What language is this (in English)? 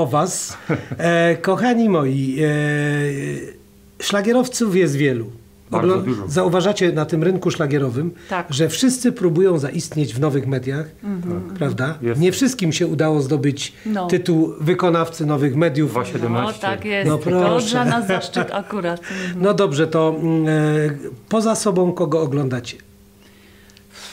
Polish